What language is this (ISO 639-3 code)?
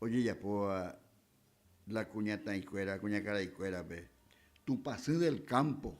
grn